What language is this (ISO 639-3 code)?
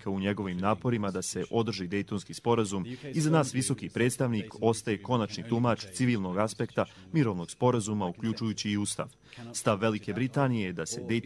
bos